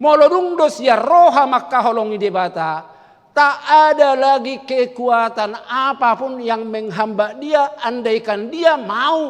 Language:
Batak Toba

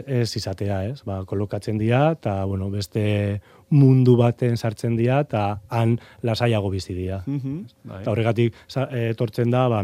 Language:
Basque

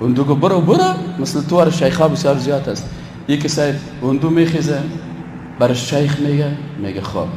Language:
Persian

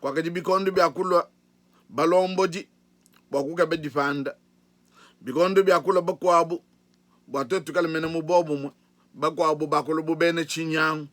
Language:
Luba-Lulua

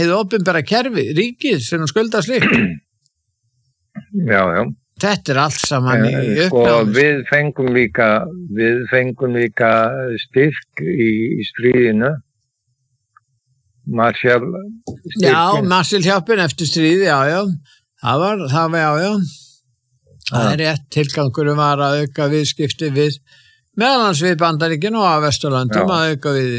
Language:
Icelandic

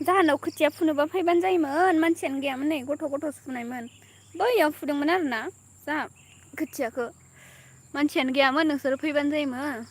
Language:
Bodo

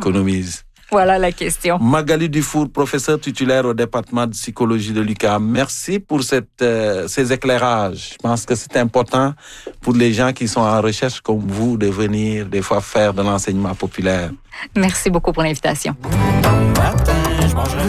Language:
French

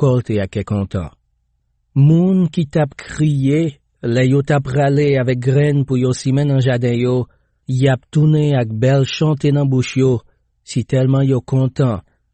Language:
Haitian Creole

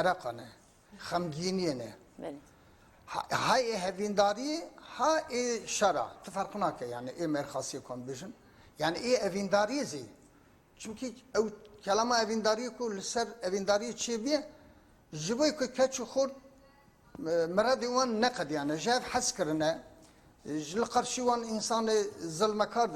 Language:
Kurdish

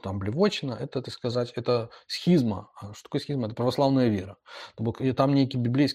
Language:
Belarusian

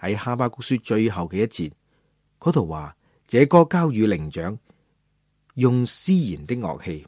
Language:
Cantonese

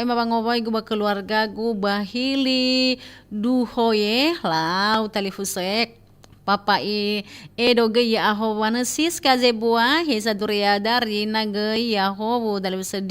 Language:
Nias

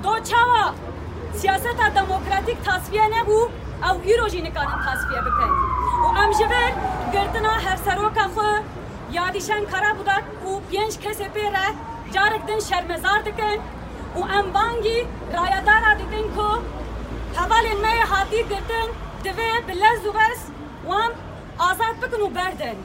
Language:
Kurdish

